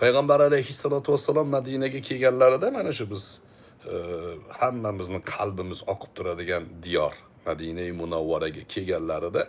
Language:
Uzbek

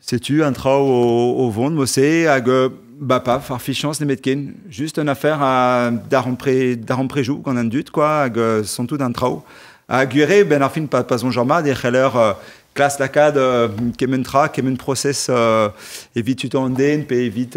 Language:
Breton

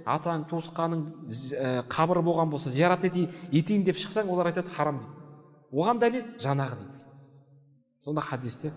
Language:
Kazakh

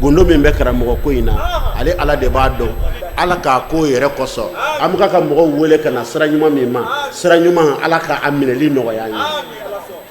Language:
Bambara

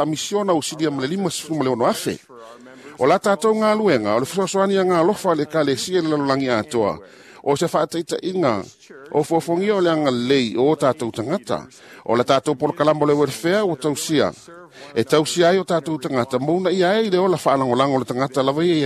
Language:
Samoan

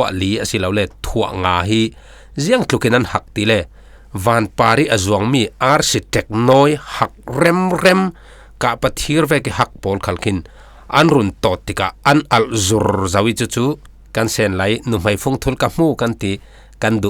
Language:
Falam Chin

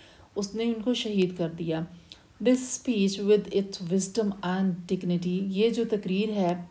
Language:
Urdu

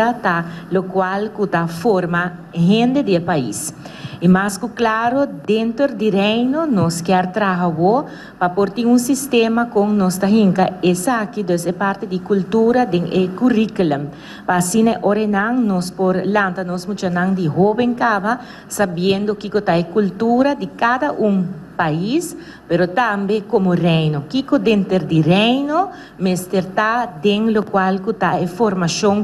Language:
Papiamento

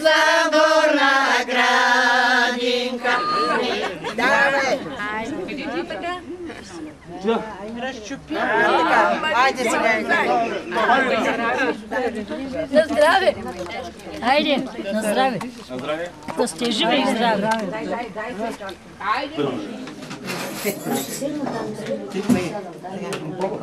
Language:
Bulgarian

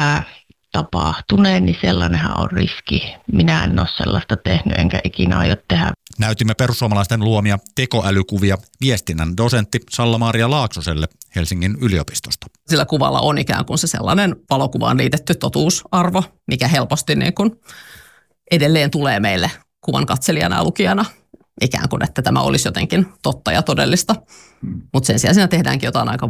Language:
Finnish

